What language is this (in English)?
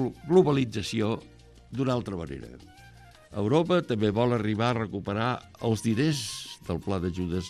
Catalan